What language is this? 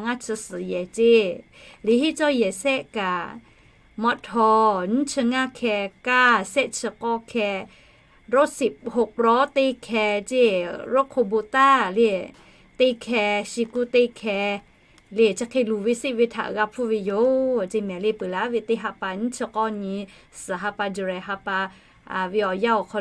Lahu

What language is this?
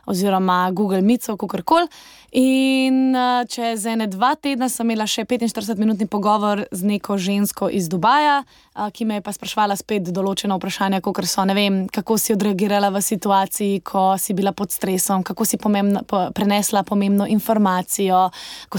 Slovenian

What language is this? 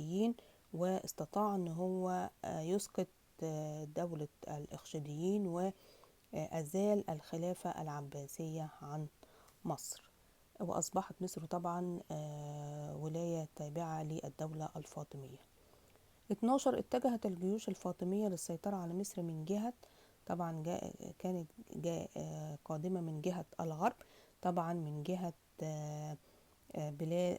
Egyptian Arabic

